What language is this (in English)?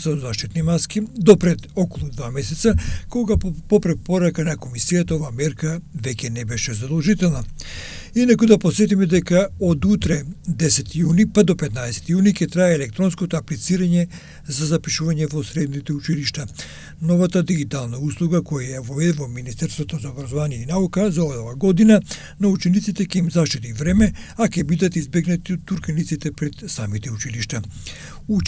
Macedonian